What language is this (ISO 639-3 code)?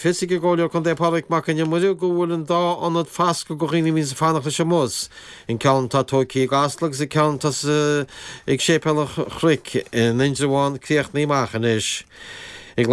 gle